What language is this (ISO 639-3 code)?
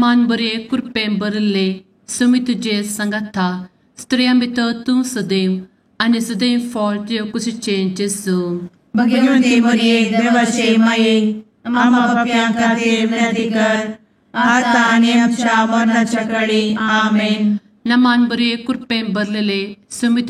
kok